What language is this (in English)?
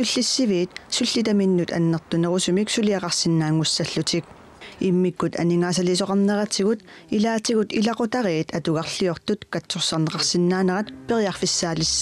Kalaallisut